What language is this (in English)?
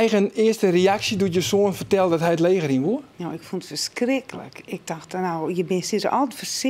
Western Frisian